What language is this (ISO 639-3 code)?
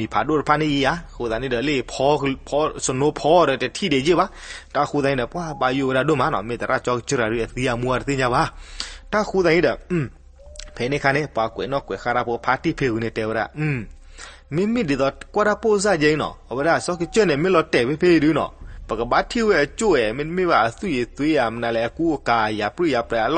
ksw